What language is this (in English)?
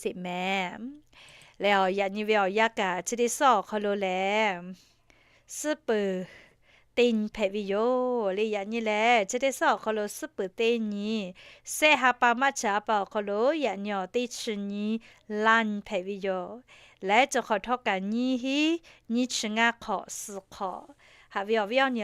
Lahu